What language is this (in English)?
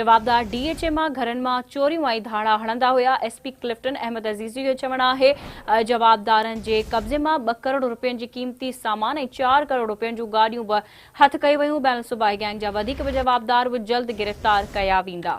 Sindhi